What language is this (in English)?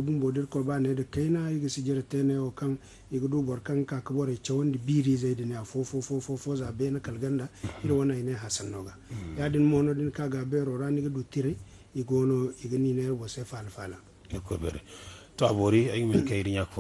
Zarma